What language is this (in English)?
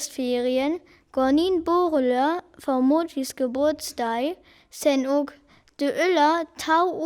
Northern Frisian